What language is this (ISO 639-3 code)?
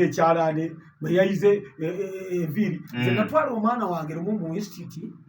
lug